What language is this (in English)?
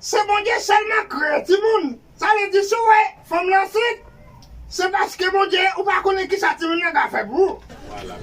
Haitian Creole